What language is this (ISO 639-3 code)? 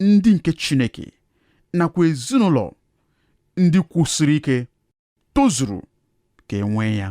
ibo